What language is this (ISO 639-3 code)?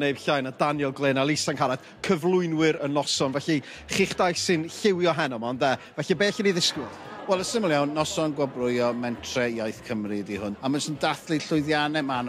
cym